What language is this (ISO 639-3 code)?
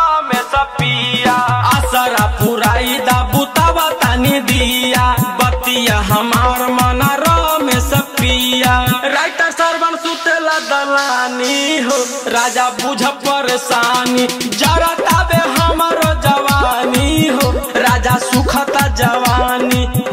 bho